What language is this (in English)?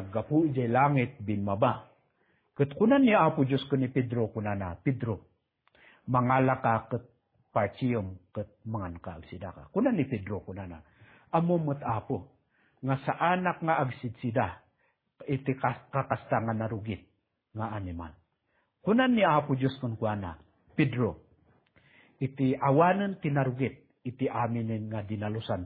Iloko